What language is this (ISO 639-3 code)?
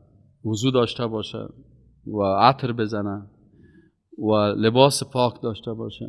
fas